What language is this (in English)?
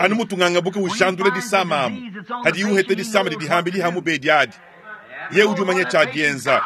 Luba-Lulua